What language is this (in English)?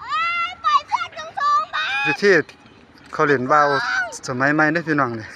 Northeastern Thai